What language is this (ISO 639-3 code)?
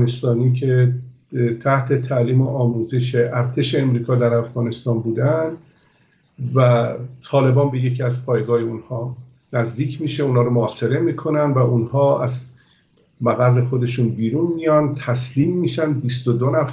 fas